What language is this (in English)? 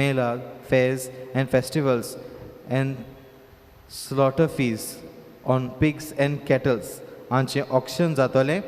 Konkani